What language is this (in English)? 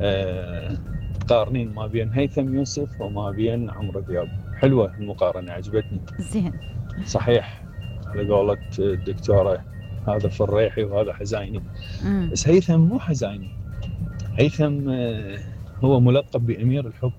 Mesopotamian Arabic